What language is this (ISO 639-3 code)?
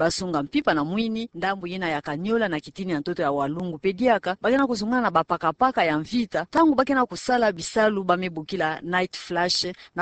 ktu